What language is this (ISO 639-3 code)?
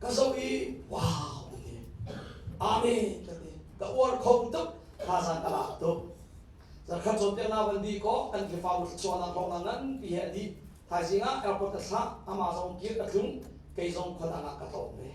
cnh